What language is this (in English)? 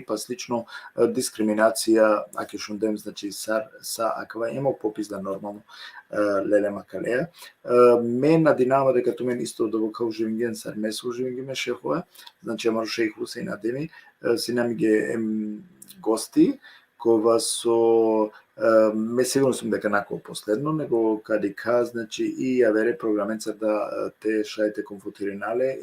Balkan Romani